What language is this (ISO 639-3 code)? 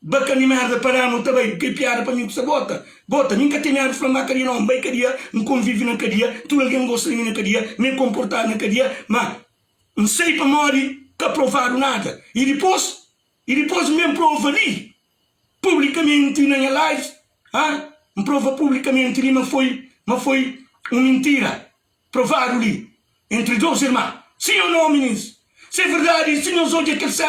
kea